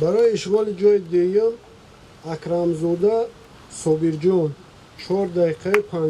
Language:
Tajik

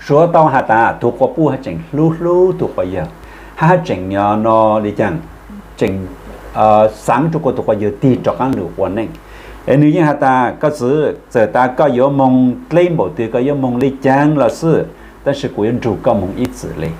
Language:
Hmong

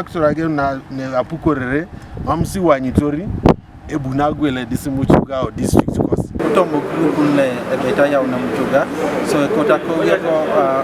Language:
Teso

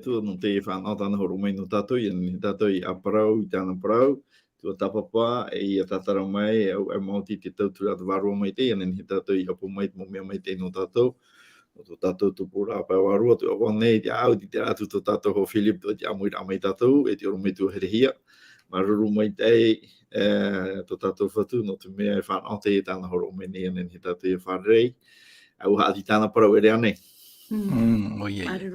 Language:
Tahitian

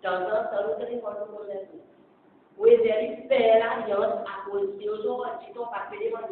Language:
Seselwa Creole French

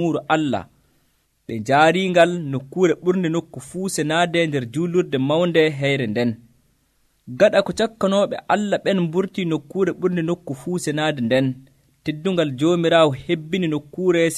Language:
Nigerian Fulfulde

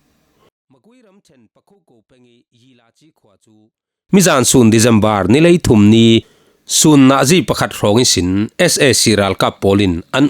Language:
Falam Chin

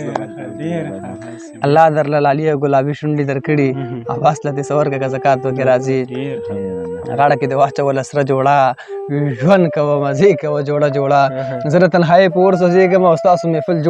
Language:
Pashto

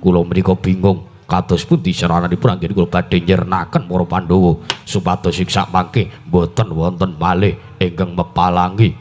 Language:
Javanese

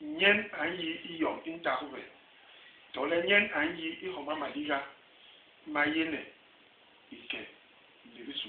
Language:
Basaa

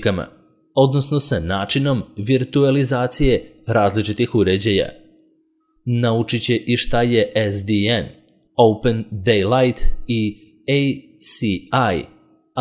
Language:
Serbian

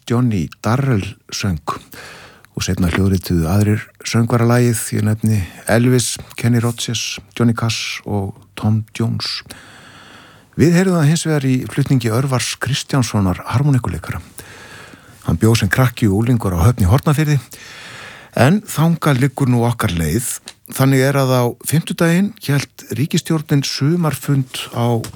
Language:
Icelandic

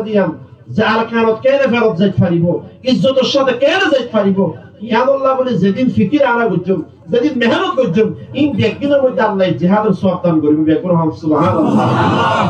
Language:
Rohingya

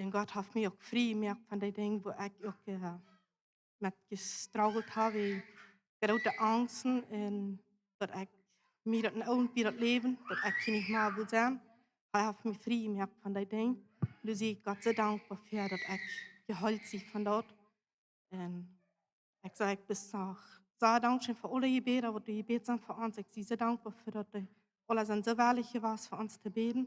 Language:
Plautdietsch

